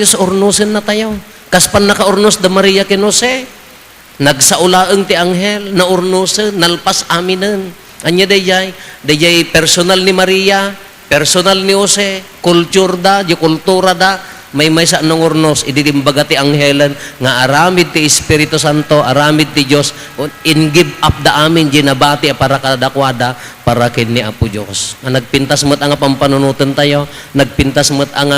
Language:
Iloko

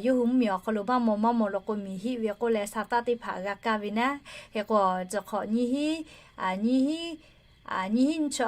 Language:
Lahu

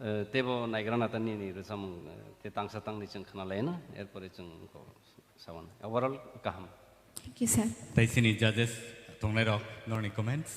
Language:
Kok Borok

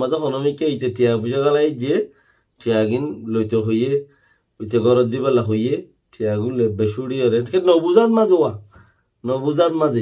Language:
Rohingya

